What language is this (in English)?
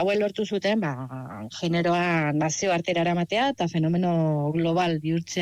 Basque